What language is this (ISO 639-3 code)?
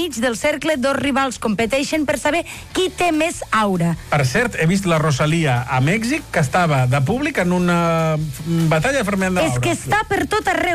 cat